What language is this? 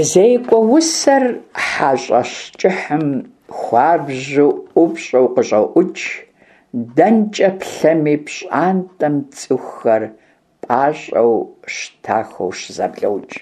Kabardian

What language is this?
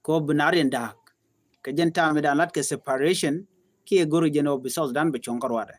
Nuer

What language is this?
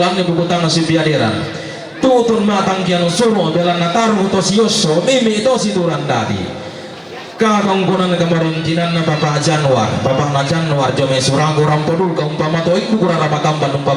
Toraja-Sa'dan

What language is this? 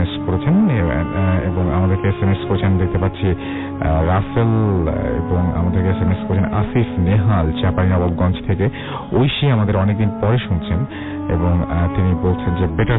Bangla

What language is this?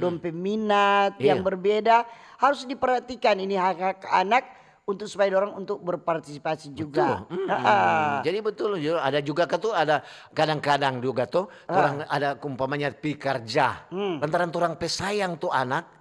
Manado Malay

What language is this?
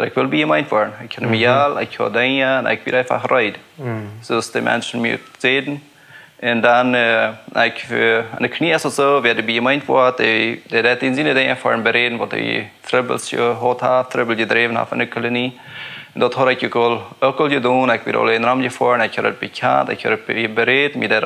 Plautdietsch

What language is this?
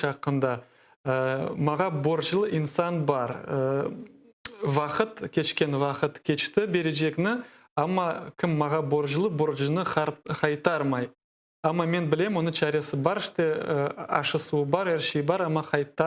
Crimean Tatar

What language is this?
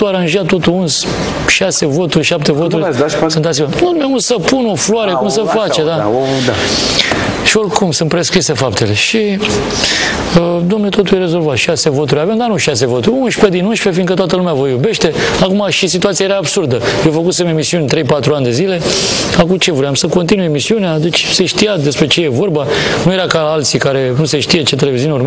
Romanian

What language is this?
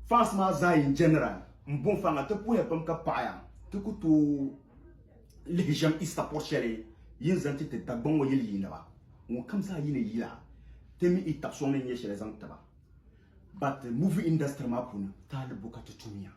Dagbani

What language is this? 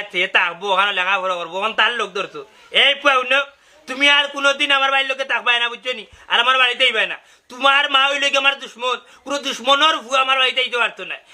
Sylheti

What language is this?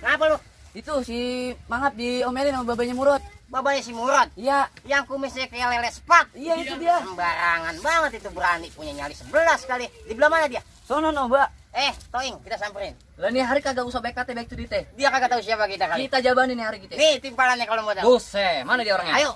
Betawi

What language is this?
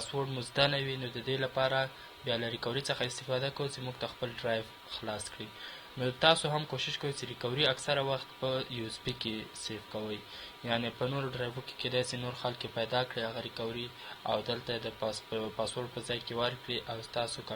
Pashto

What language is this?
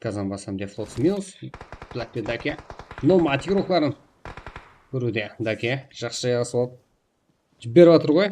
Kara-Kalpak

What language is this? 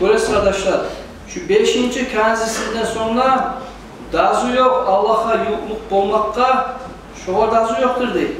Kumyk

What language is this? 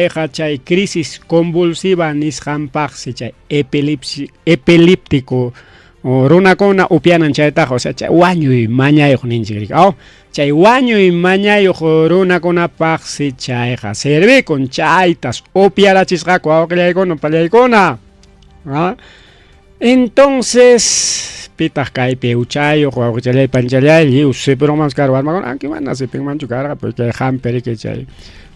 Ayacucho Quechua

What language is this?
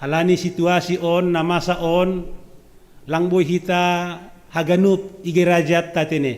Batak Simalungun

